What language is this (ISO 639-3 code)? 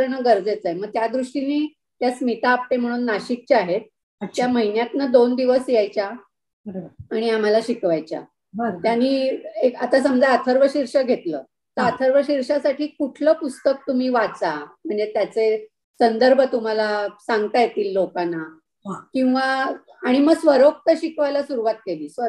mar